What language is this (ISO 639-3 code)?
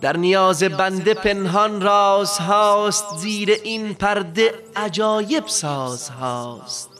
fas